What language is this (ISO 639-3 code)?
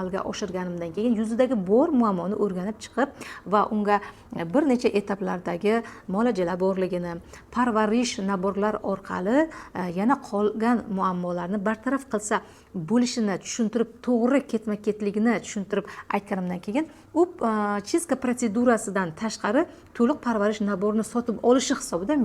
uzb